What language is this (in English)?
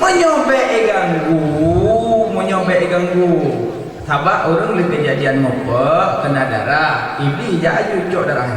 Achinese